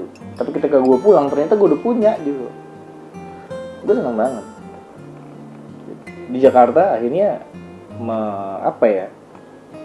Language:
Indonesian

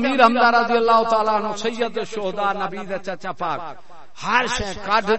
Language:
Saraiki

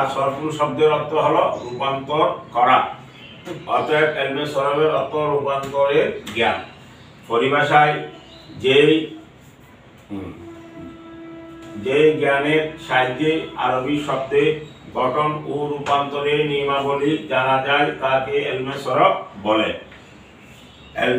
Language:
Bangla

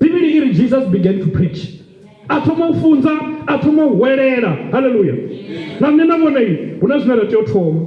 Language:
Venda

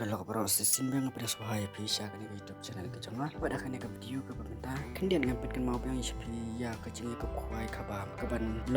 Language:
Khasi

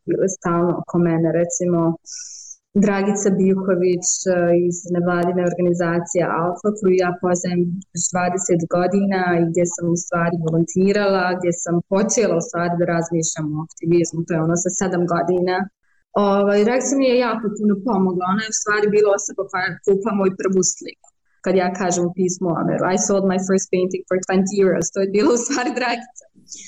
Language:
Bosnian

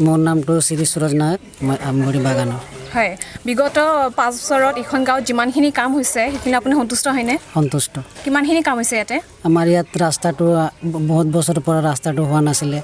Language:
Assamese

